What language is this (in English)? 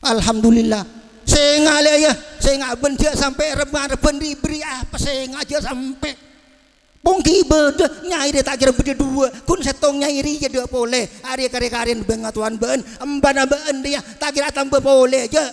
Madurese